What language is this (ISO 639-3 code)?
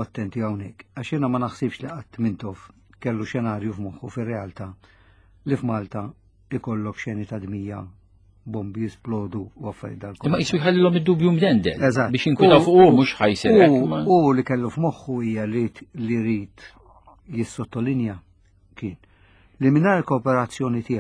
mlt